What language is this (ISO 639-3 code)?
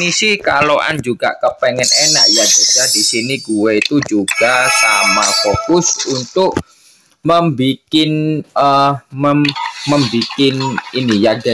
ind